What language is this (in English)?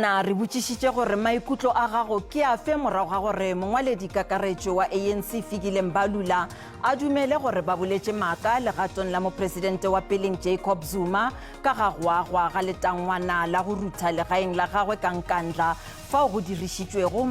Northern Sotho